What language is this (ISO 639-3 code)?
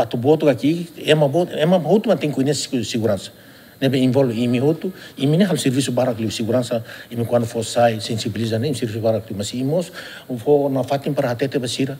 tet